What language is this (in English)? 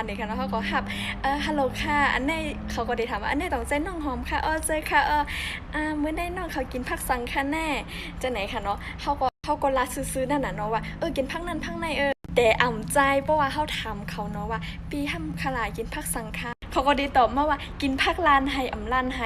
Shan